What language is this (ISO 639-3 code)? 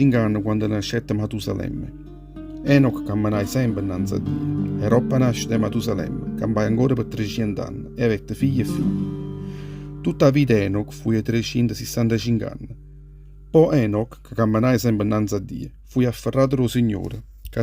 nap